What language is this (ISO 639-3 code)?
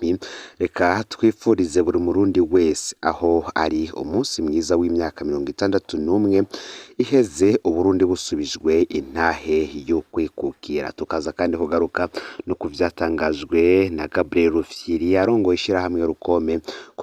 run